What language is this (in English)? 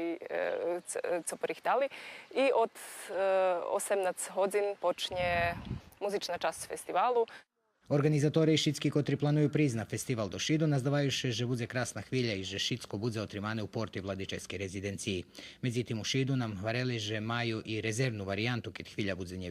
Rusyn